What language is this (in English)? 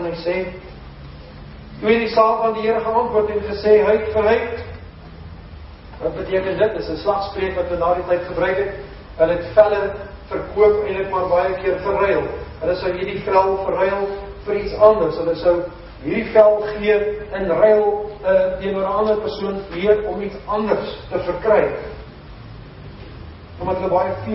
Afrikaans